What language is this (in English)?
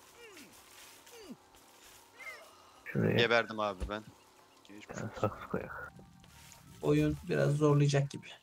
Turkish